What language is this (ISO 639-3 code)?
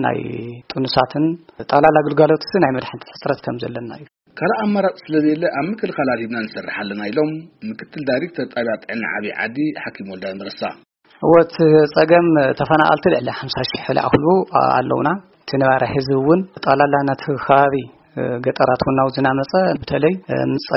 tir